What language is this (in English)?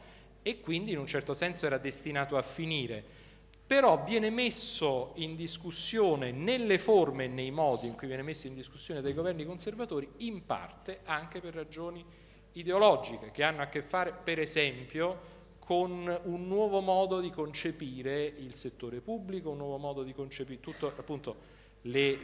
Italian